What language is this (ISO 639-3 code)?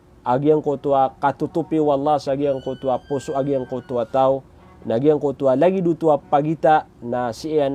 mrw